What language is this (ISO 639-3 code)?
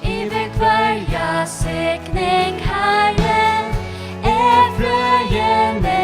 fao